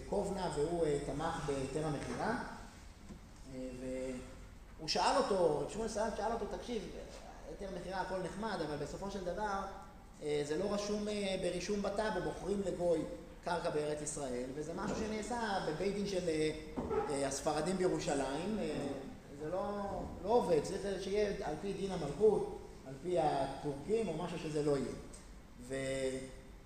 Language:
Hebrew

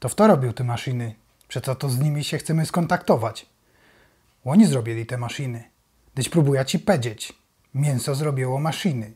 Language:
Silesian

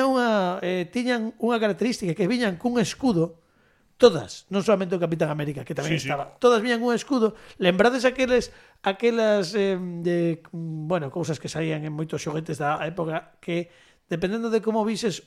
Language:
Galician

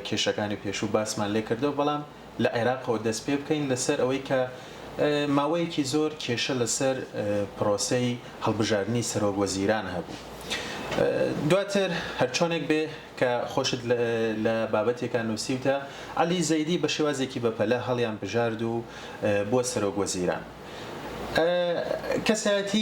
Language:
Central Kurdish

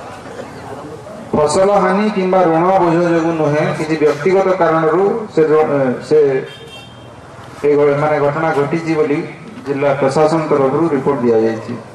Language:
Odia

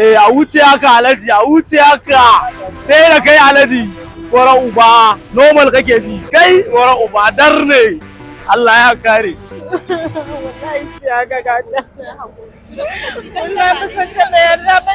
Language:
Hausa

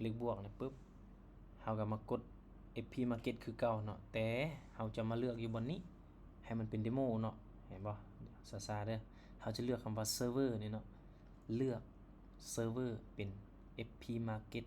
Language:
Lao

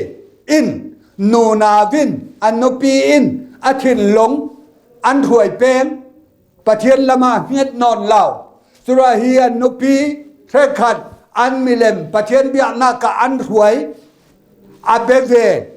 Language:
Falam Chin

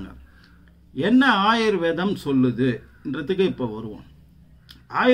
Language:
Tamil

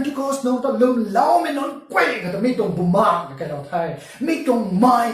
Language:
Rongmei Naga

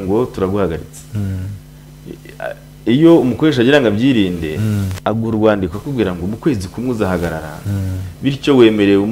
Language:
Kinyarwanda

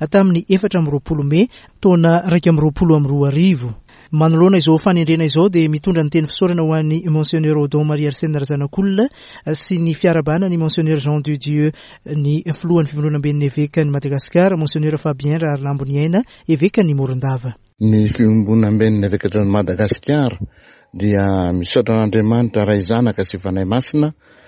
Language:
Malagasy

